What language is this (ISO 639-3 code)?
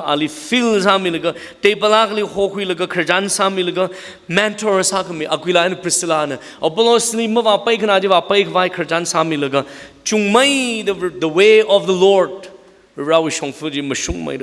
nmf